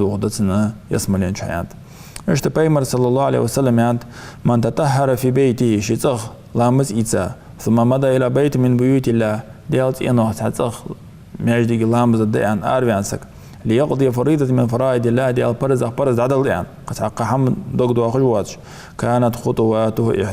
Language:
Ingush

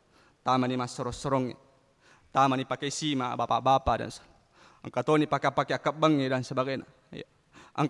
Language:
Buginese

